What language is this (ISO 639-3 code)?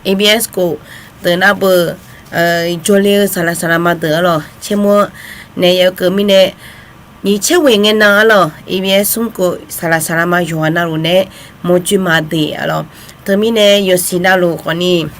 ahk